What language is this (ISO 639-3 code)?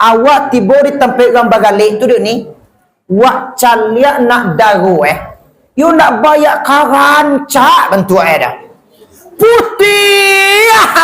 min